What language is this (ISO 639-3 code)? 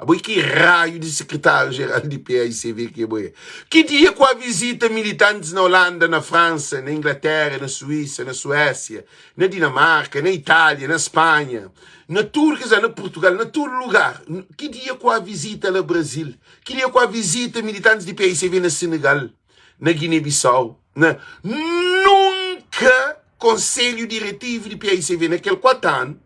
kea